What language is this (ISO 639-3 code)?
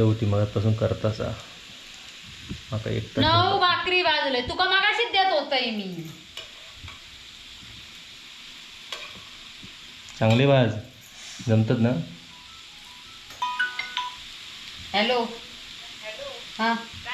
mar